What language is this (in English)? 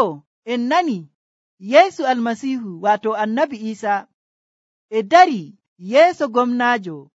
Nigerian Fulfulde